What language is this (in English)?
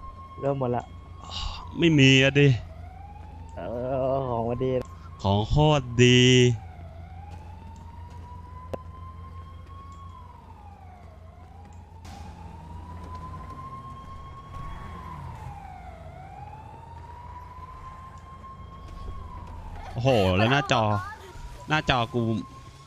Thai